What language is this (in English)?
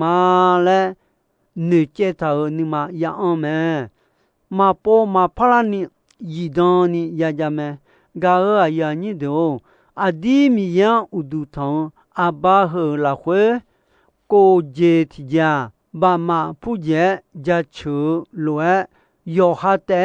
Akha